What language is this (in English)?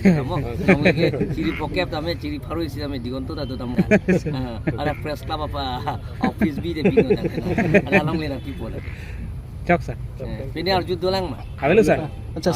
Karbi